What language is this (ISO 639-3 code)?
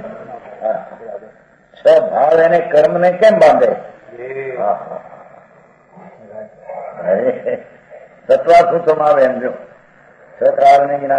guj